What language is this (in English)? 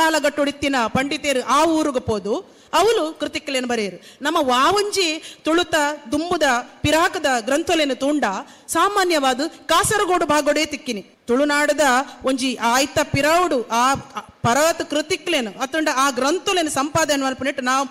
Tulu